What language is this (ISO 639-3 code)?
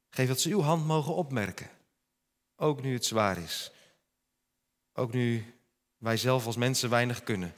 nld